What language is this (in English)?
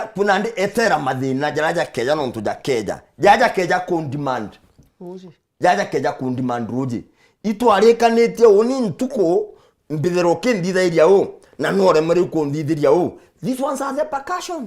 Meru